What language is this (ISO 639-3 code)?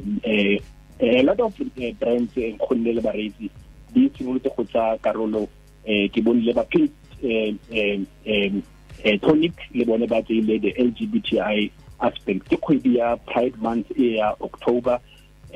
tsn